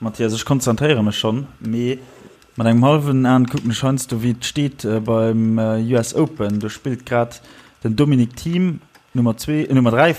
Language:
Luxembourgish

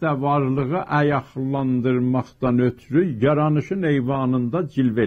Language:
South Azerbaijani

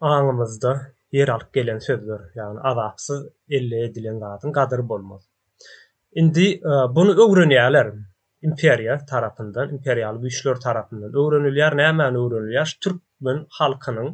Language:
Turkmen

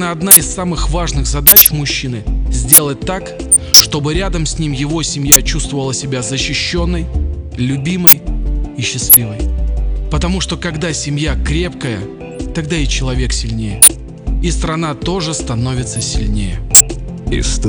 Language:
Russian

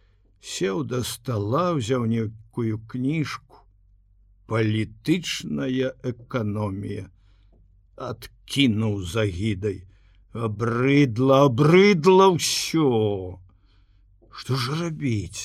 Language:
Belarusian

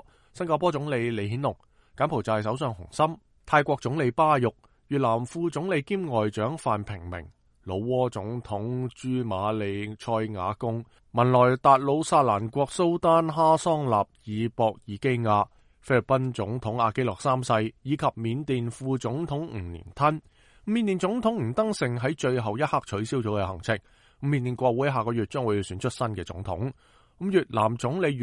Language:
Cantonese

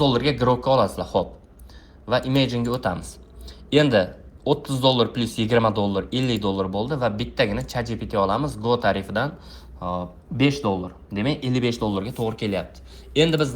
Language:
Uzbek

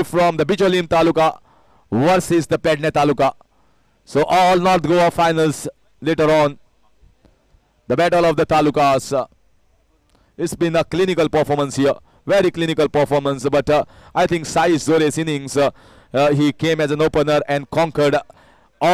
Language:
English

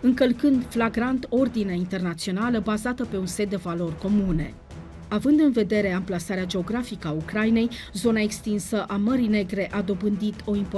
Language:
Romanian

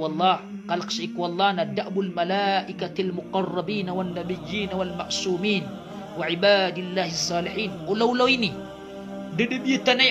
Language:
Maranao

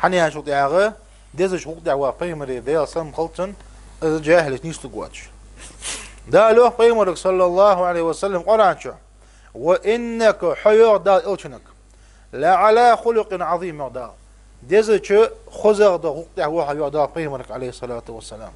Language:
Ingush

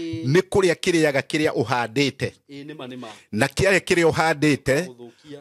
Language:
Kikuyu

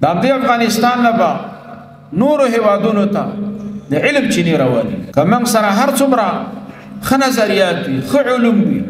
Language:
Pashto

